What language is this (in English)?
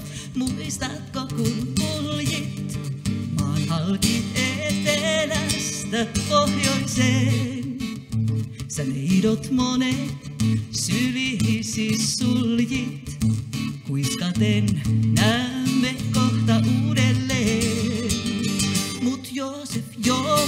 Finnish